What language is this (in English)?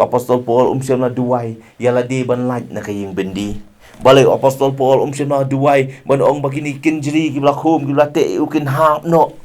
Khasi